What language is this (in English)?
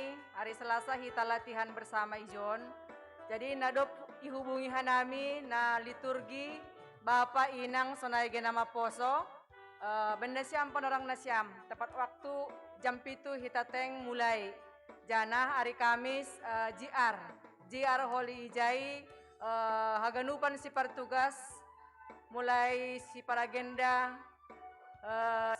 Batak Simalungun